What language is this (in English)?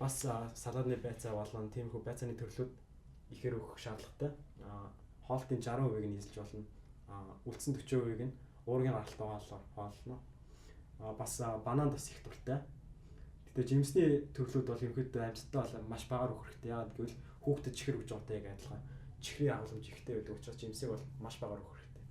Mongolian